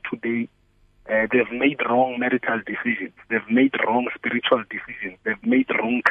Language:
English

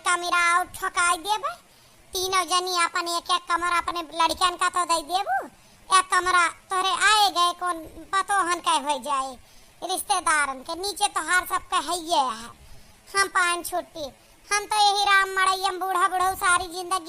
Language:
Awadhi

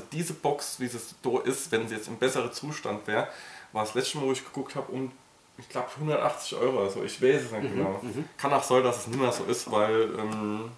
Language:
German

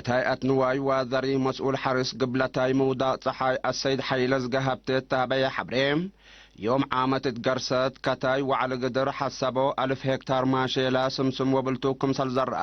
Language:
Tigre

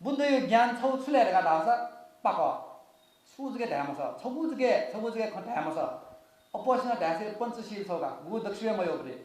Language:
Newari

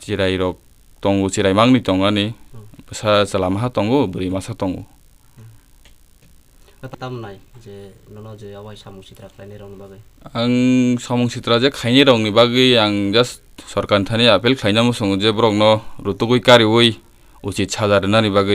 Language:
Riang (India)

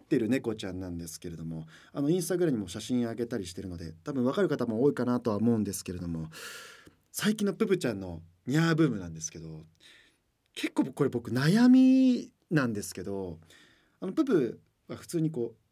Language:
Japanese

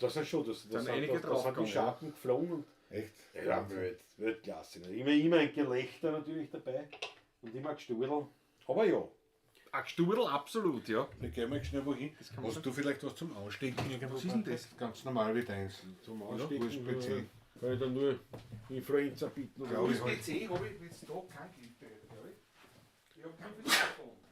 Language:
Bavarian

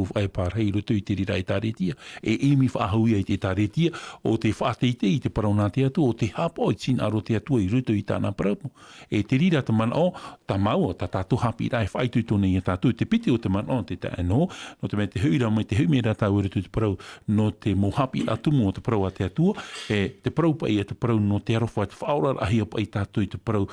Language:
Tahitian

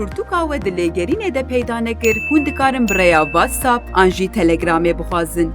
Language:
Kurdish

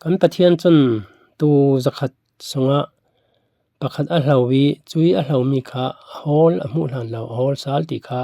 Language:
Falam Chin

